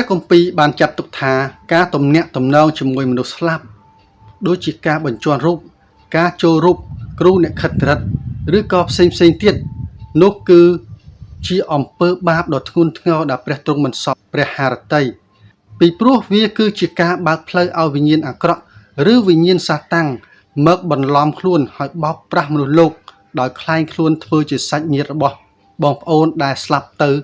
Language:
Khmer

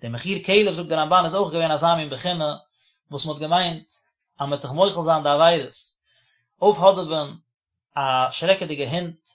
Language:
Yiddish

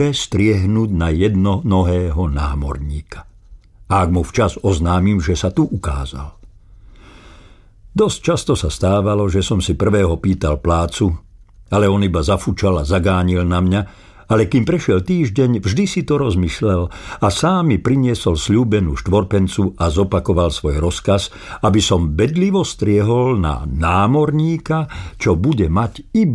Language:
Slovak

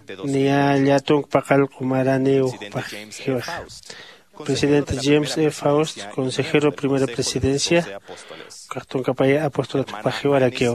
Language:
Aymara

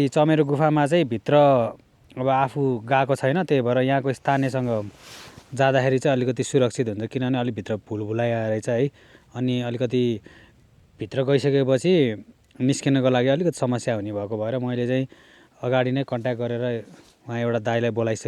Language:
Nepali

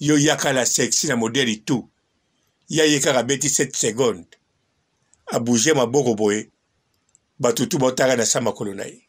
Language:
Lingala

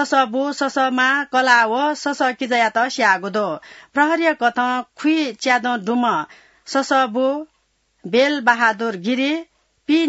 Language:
Newari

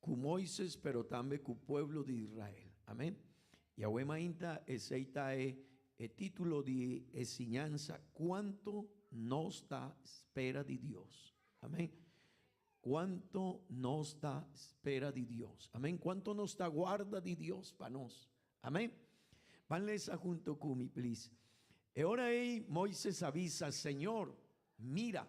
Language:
Papiamento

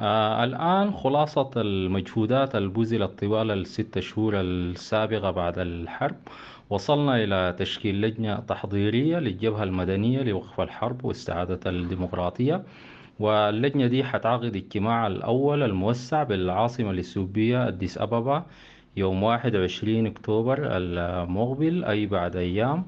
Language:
Sudanese Arabic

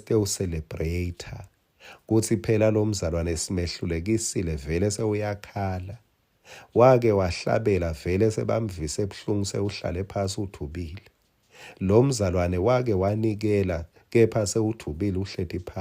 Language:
Swati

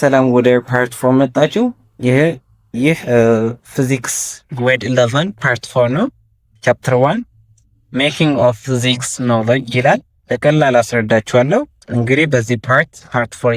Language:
Amharic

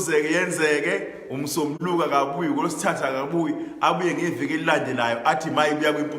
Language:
Zulu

